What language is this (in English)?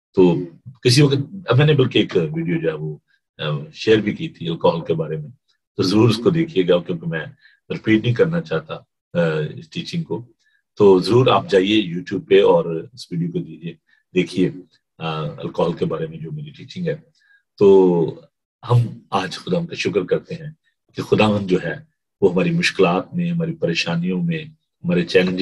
Urdu